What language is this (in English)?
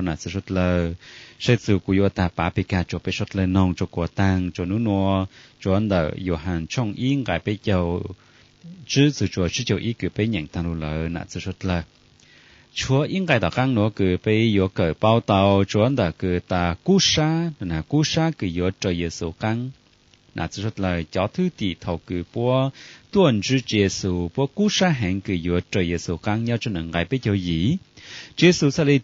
Hmong